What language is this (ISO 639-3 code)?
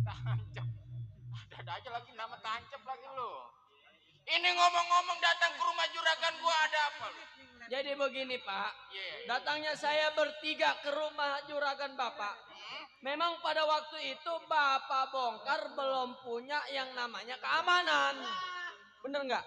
bew